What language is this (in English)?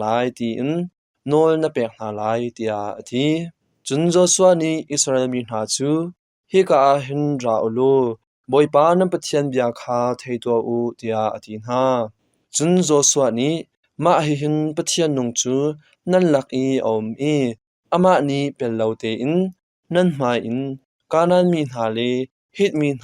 Hakha Chin